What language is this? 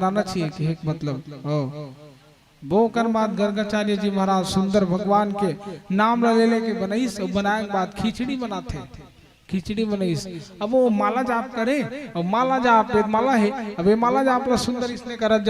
Chhattisgarhi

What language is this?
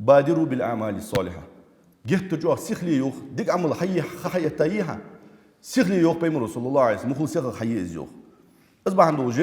Ingush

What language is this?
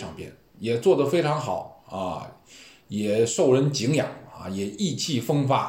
Chinese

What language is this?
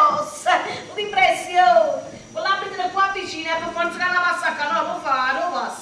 Neapolitan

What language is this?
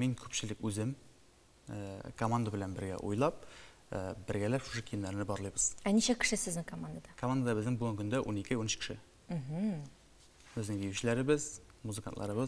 Tatar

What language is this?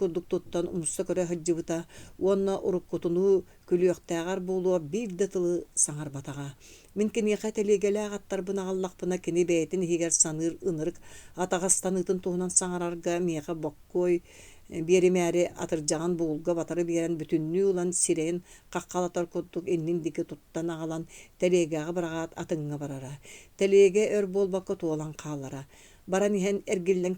Yakut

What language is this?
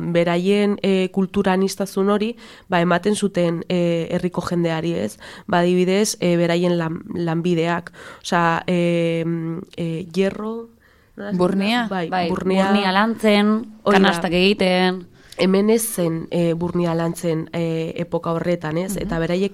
Basque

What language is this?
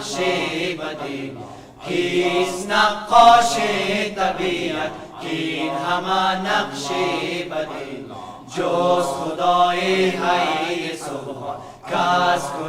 Persian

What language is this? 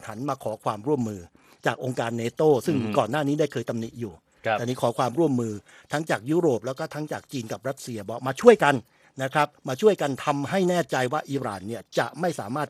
Thai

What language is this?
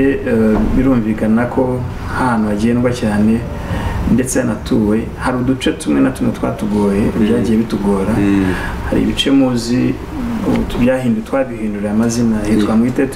Kinyarwanda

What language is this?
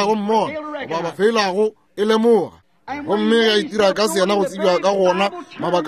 Northern Sotho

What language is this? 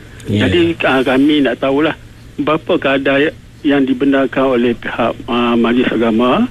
Malay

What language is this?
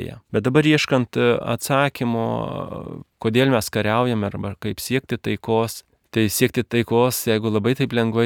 Lithuanian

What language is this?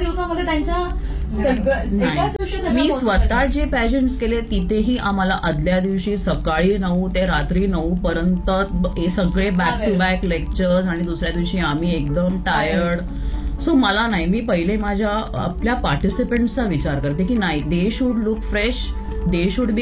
Marathi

